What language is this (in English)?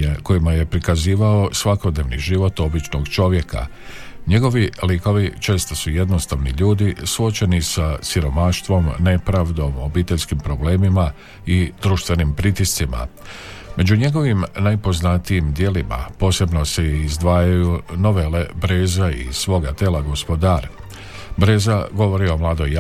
Croatian